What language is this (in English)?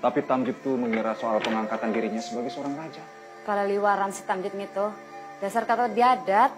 Banjar